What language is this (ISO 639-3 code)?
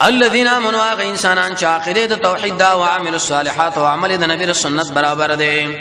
pus